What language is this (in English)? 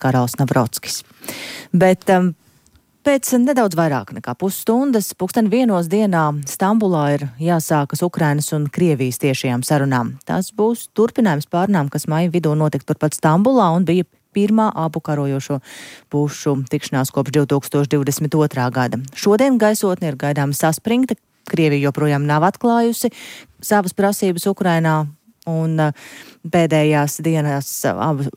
Latvian